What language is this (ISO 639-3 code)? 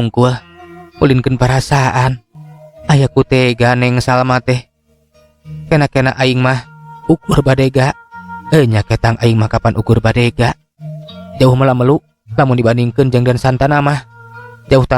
sun